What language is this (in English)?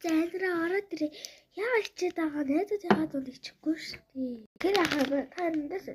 Mongolian